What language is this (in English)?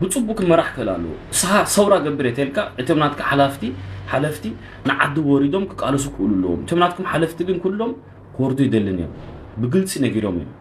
Tigrinya